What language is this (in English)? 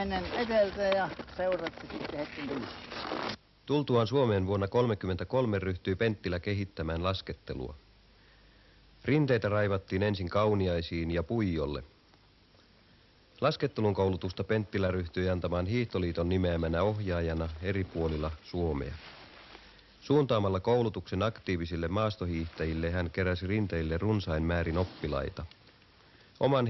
Finnish